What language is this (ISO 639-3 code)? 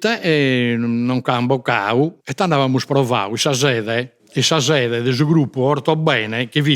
srd